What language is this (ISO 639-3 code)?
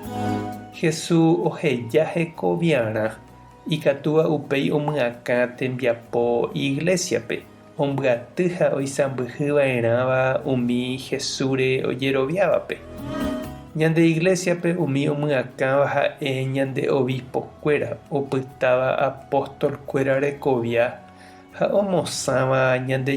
grn